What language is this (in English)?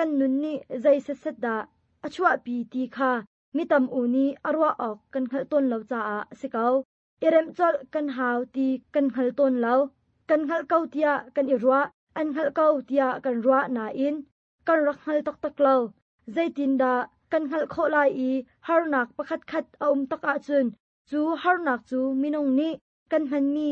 Hakha Chin